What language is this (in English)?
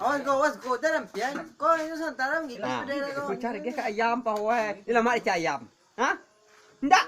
Minangkabau